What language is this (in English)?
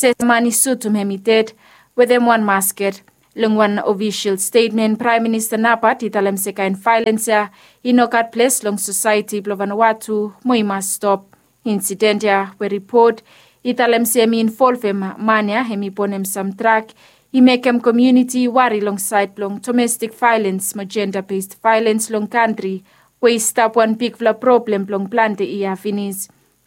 Bislama